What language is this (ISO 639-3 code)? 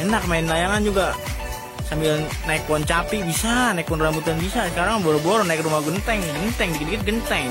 bew